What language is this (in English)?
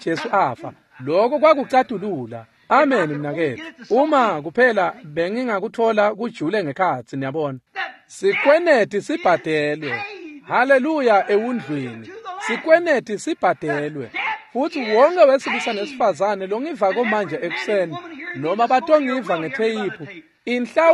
Swati